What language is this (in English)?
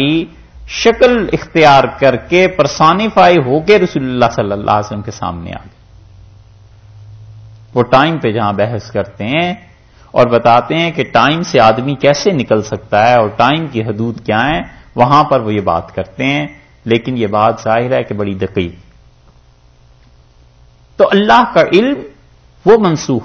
Urdu